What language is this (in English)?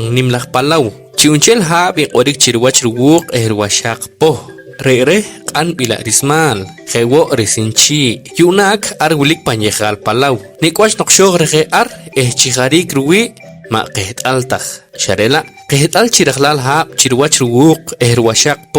Poqomchi'